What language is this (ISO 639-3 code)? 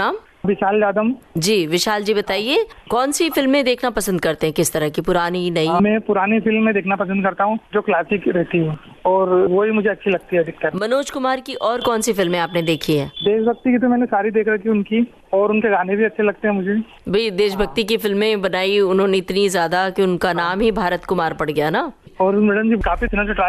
hin